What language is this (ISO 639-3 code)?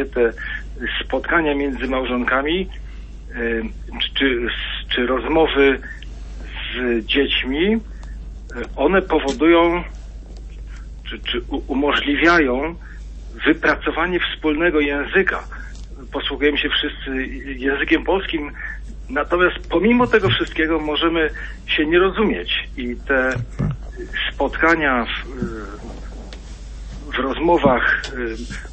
pol